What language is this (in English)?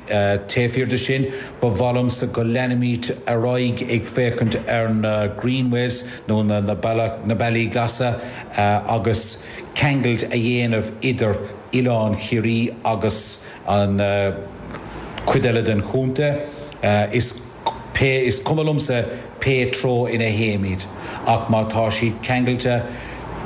Irish